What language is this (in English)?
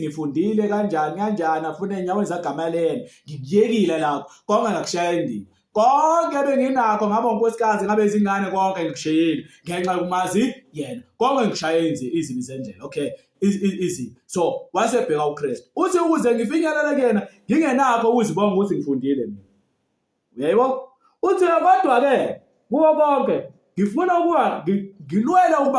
Zulu